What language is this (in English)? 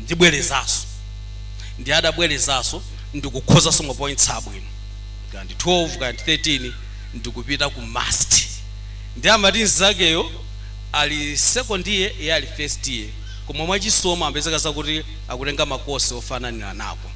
Nyanja